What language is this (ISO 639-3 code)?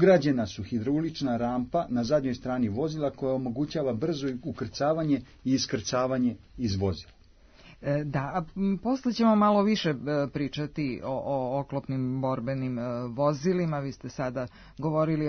srp